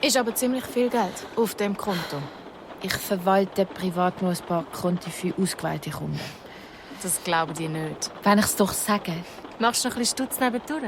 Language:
Swiss German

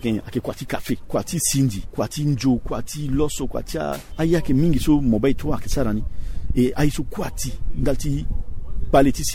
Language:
Sango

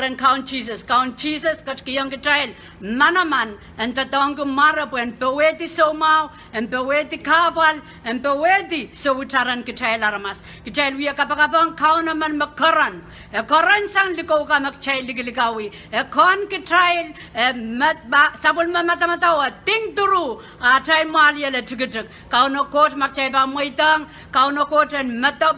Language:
Pohnpeian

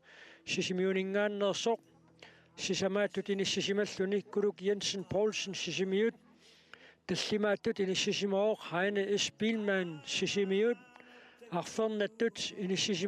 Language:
Kalaallisut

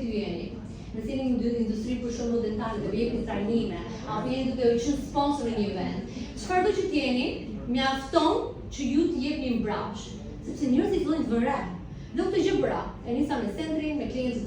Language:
Albanian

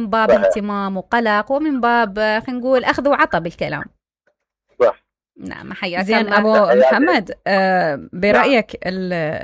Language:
Mesopotamian Arabic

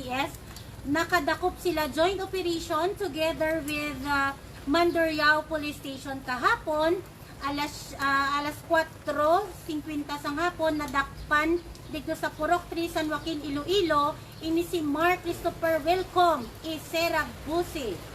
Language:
Hiligaynon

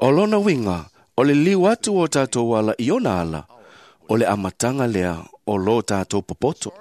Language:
Samoan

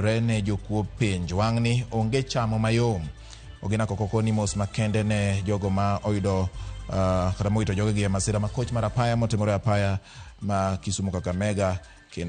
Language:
Luo (Kenya and Tanzania)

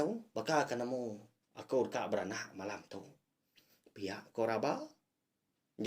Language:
Iban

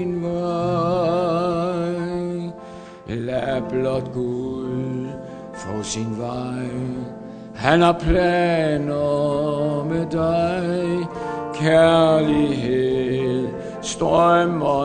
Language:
Danish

